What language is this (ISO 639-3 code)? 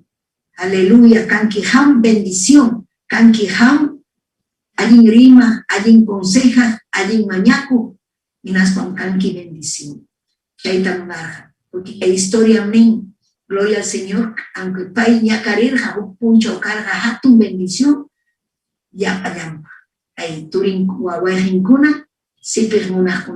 quy